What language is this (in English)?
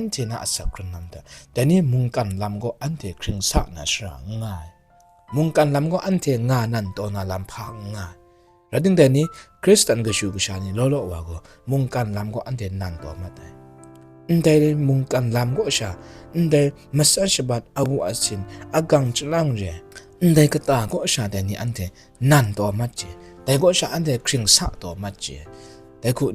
Kachin